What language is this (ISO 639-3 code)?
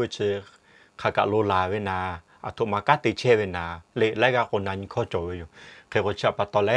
lhu